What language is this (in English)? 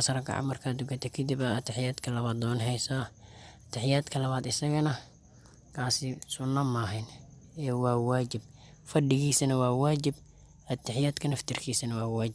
Somali